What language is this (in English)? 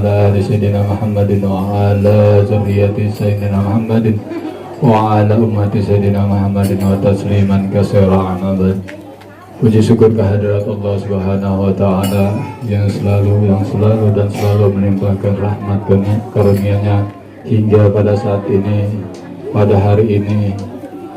Betawi